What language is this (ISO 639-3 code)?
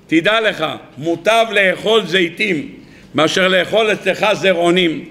heb